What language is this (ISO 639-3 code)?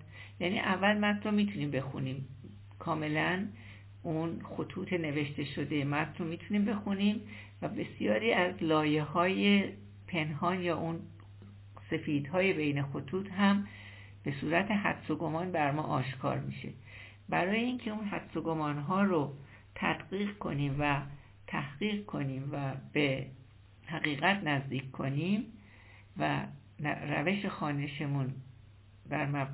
fas